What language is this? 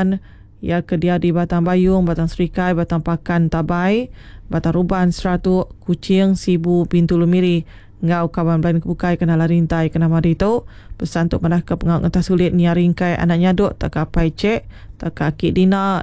Iban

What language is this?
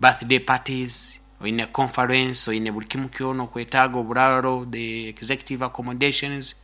Nyoro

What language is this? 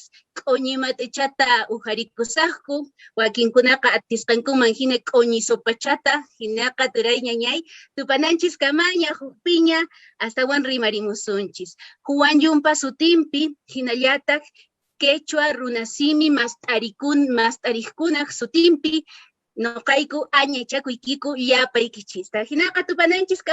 Quechua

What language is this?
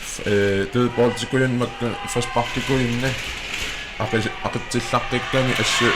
Kalaallisut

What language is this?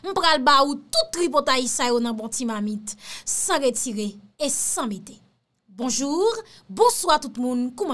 Haitian Creole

